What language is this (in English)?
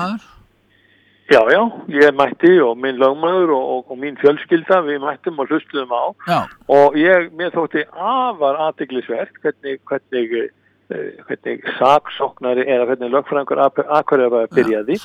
Icelandic